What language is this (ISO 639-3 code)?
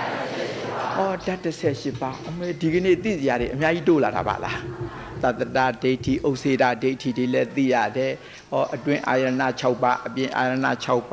mya